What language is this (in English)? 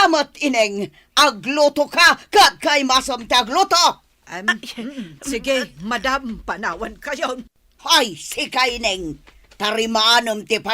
Iloko